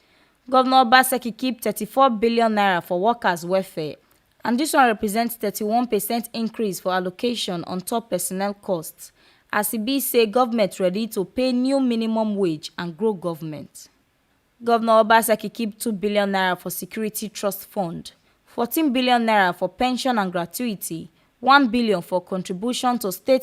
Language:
Nigerian Pidgin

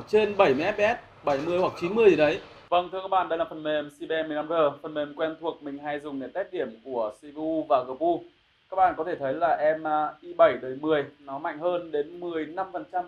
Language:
Vietnamese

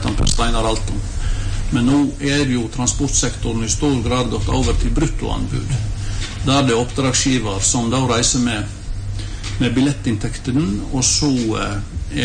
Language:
Norwegian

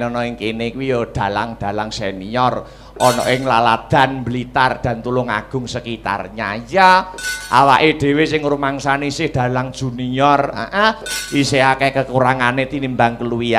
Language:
Javanese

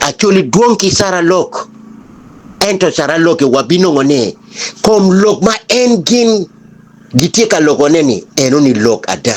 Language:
Acoli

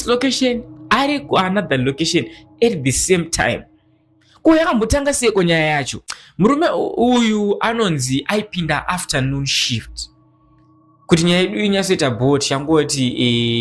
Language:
Shona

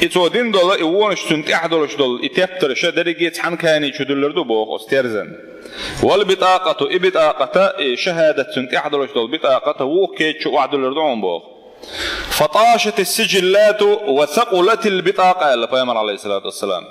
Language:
Chechen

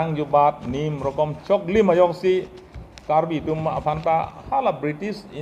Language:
Karbi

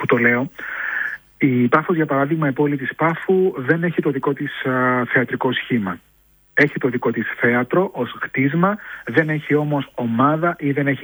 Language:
Greek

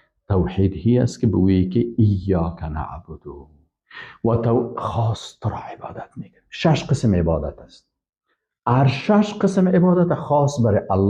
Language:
Persian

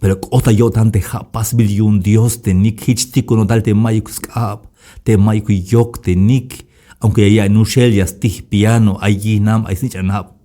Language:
Tzeltal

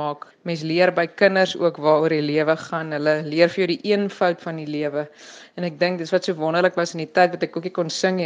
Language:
Afrikaans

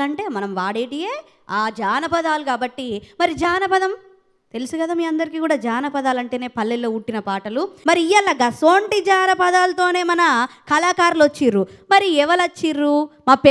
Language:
Telugu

